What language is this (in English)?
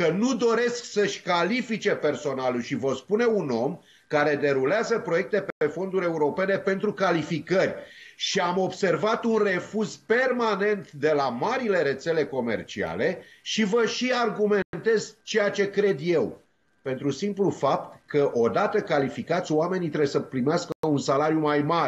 Romanian